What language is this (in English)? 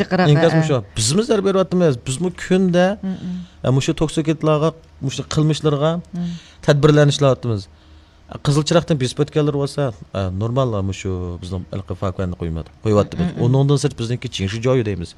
Uyghur